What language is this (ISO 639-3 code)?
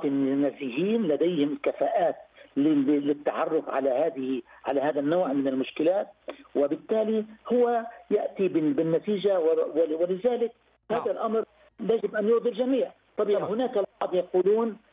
ara